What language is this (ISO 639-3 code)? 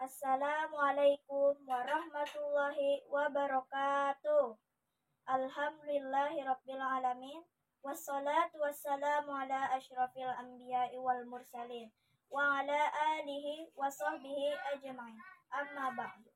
bjn